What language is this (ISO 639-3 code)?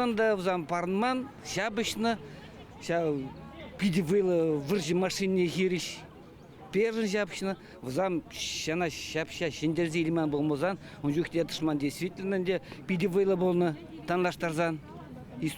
chv